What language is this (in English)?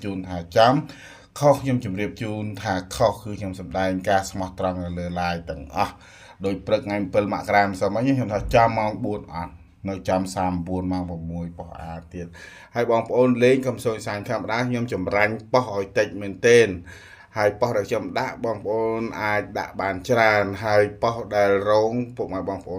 Khmer